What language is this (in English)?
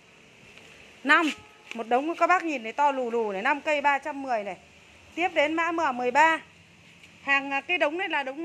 Vietnamese